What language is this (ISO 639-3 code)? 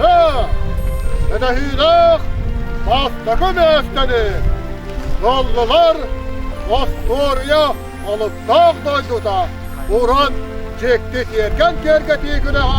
sah